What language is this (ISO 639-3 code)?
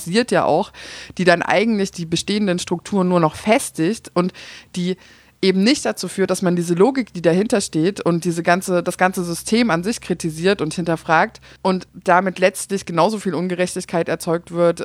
deu